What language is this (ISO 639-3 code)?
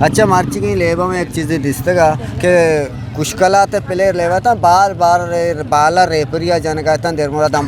bgp